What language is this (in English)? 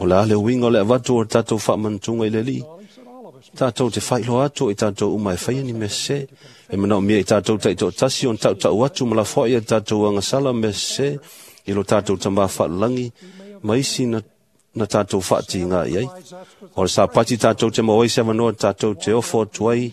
Samoan